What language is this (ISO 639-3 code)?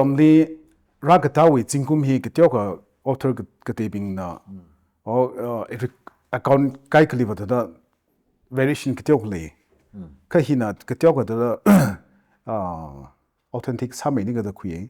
nmf